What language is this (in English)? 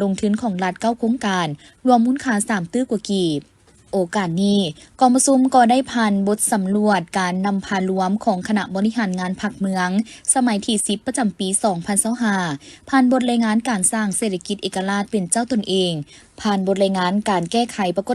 Lao